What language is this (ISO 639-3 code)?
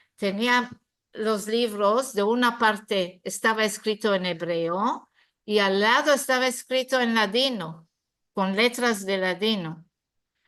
lad